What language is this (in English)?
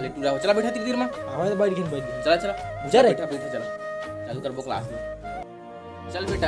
Chhattisgarhi